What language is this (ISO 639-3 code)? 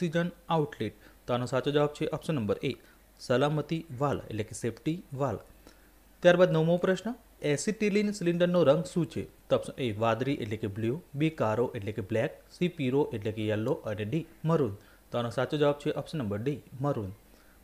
guj